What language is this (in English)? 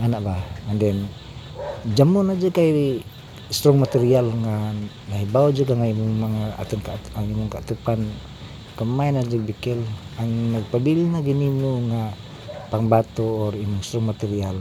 Cebuano